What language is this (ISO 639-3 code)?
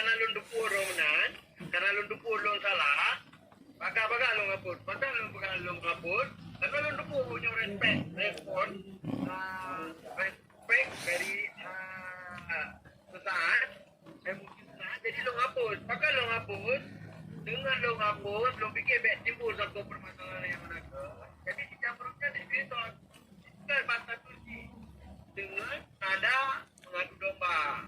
ace